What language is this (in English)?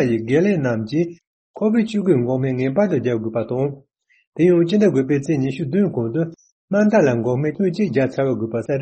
Tibetan